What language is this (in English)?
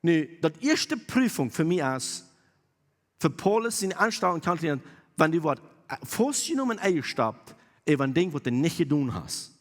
Plautdietsch